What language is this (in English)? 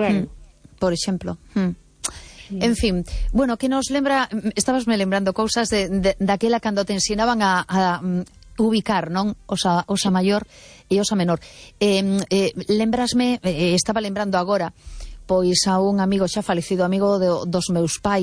Galician